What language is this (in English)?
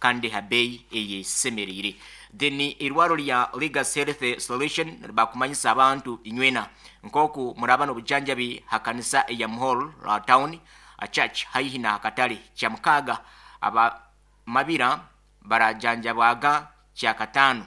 Nyoro